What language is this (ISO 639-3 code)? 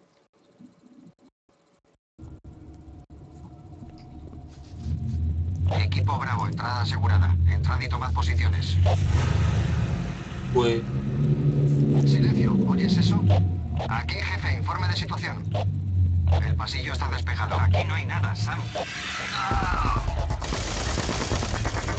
spa